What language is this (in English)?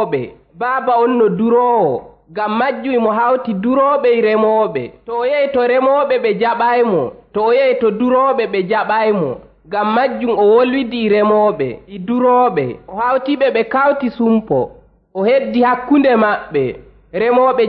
Nigerian Fulfulde